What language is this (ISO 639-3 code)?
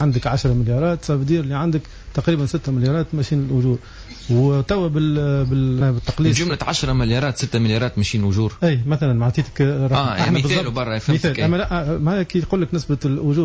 aeb